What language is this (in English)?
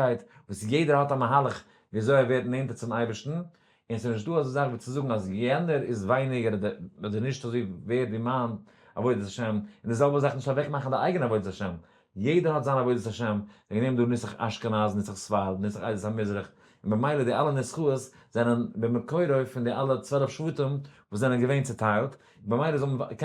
Yiddish